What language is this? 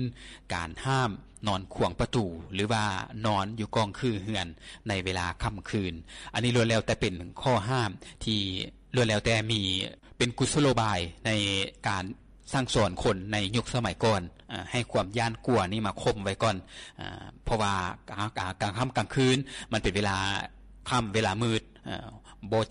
Lao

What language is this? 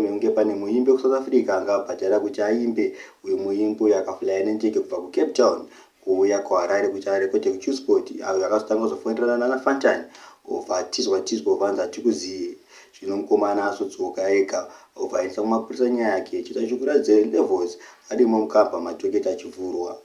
Shona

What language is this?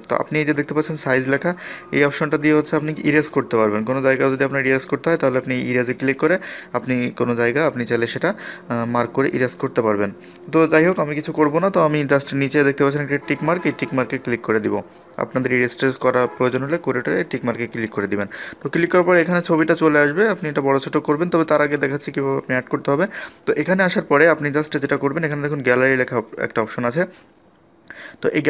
Bangla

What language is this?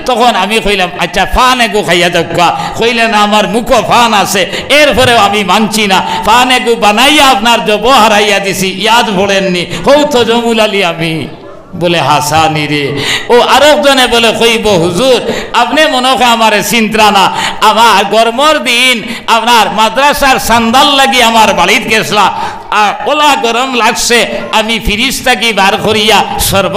Sylheti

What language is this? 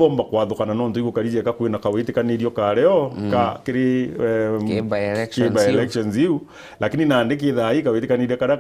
Meru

